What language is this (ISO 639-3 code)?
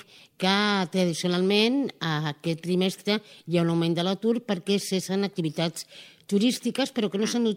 cat